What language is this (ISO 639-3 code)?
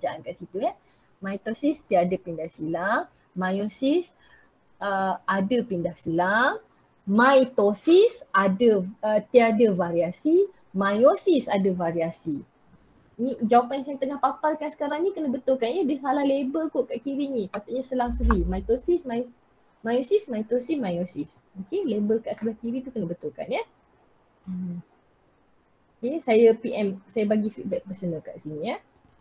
msa